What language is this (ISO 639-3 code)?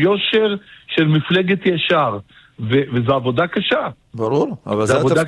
heb